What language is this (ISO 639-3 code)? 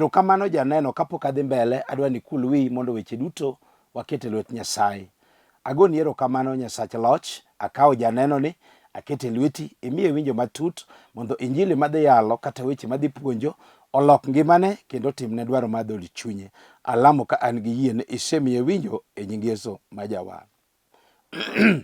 luo